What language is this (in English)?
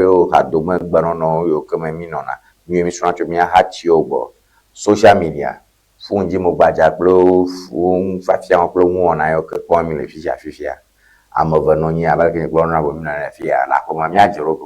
Ewe